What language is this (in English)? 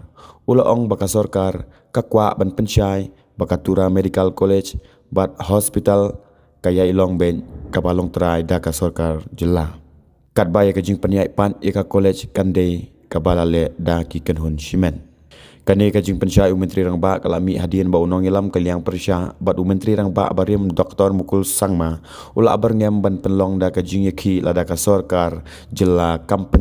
Khasi